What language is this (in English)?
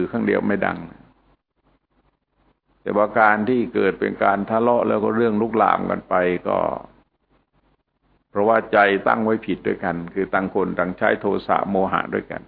Thai